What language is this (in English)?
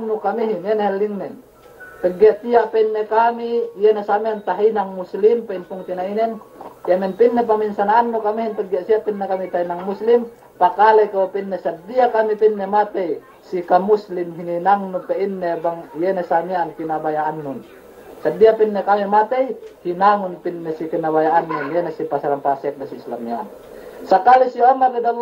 Yakan